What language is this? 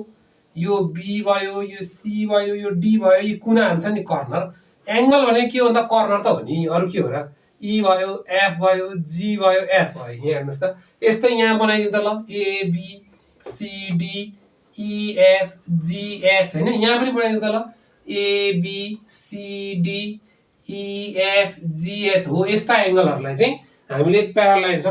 Nepali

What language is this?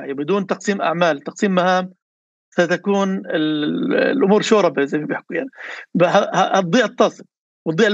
North Levantine Arabic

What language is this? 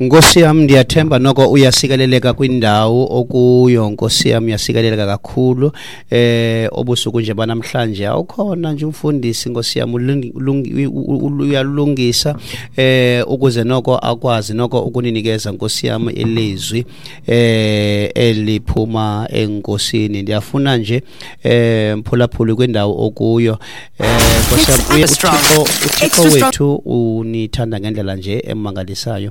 Xhosa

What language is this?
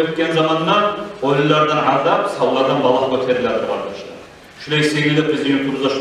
Kumyk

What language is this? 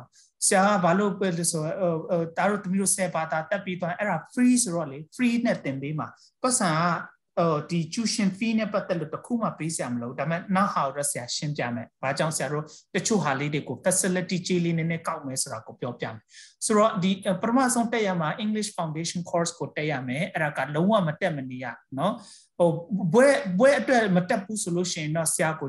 Burmese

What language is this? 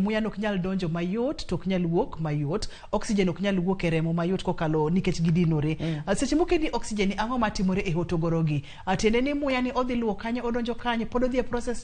Luo (Kenya and Tanzania)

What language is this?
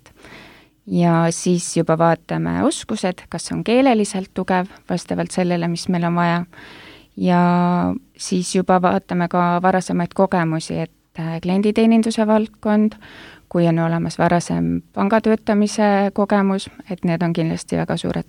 Estonian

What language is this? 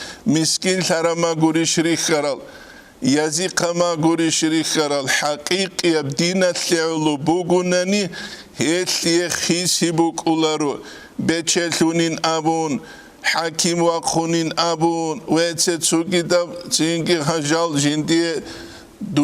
Avaric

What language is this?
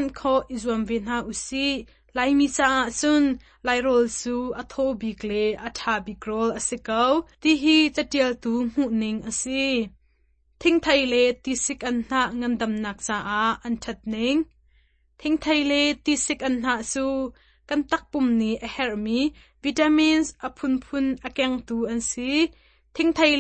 Hakha Chin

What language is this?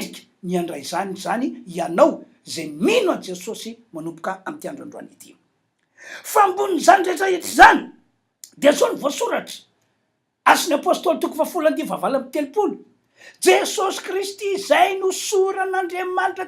Malagasy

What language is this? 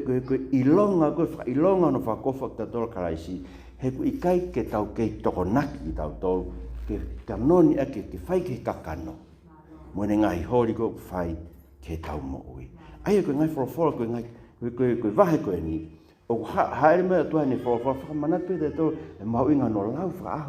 Tongan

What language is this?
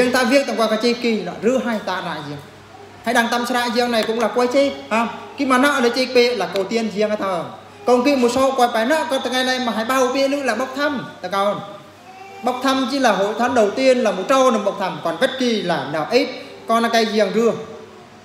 Eastern Bru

